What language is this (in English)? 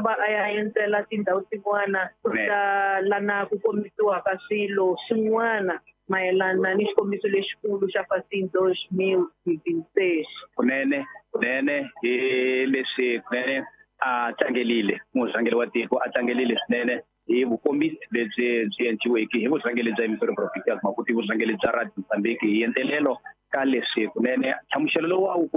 Tsonga